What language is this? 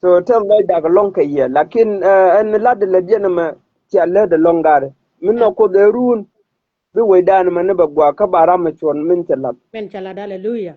Nuer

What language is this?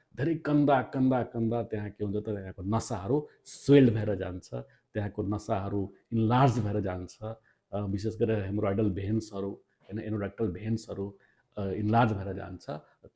Nepali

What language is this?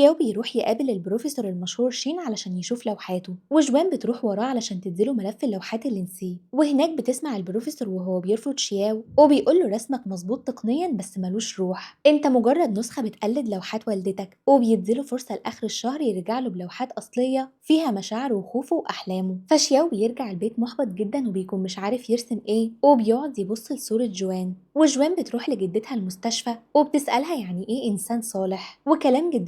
Egyptian Arabic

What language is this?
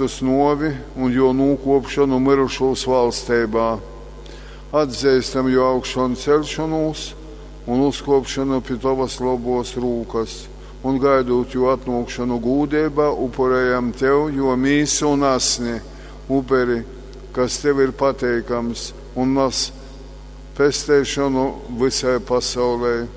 Latgalian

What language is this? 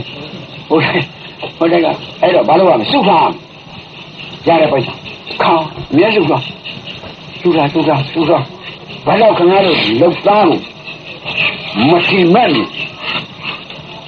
Burmese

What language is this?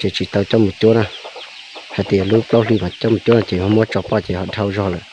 Hmong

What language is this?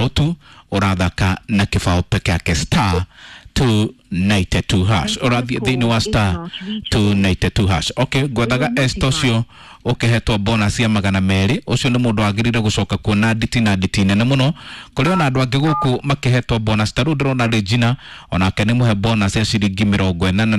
Kikuyu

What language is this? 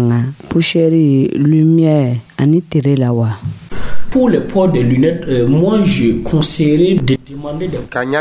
Dyula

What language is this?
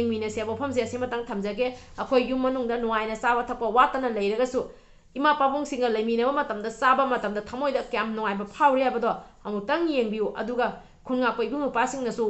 Manipuri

